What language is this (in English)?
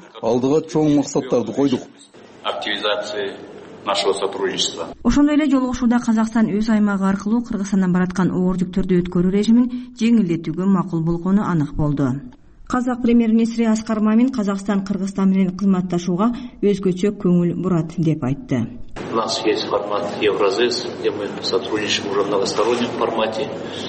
Kyrgyz